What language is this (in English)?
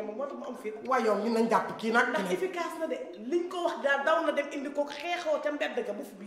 Wolof